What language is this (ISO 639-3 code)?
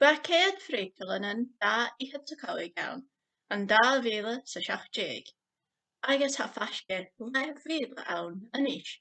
gla